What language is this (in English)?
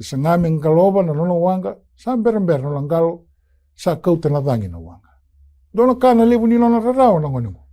Fijian